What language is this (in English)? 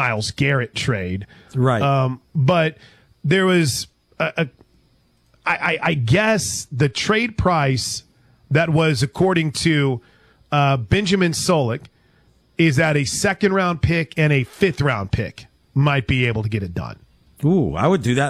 English